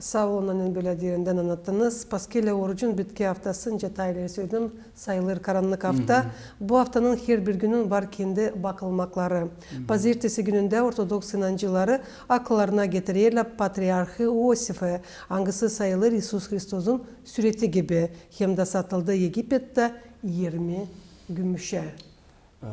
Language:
Gagauz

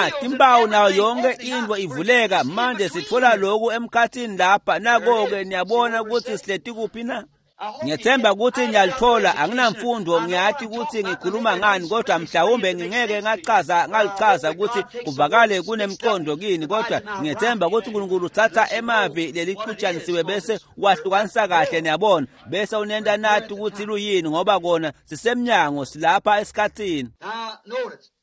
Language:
Swati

